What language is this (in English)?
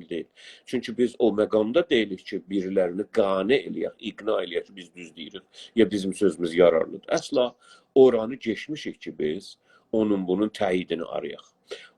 South Azerbaijani